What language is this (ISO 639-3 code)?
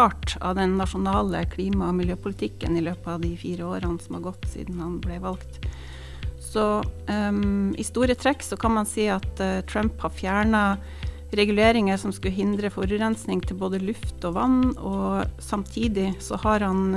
nor